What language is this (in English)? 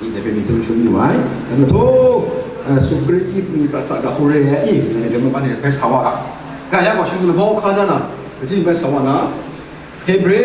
Kachin